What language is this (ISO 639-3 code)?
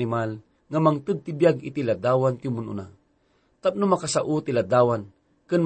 ilo